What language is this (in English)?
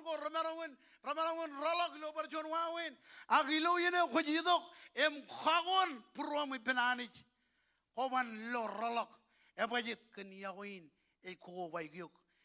Marshallese